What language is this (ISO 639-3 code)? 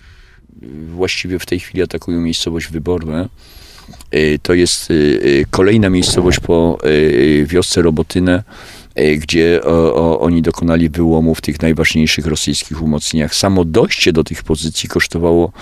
pol